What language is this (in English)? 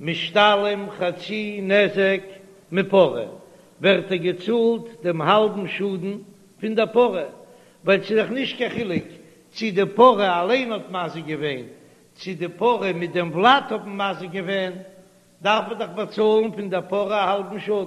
Yiddish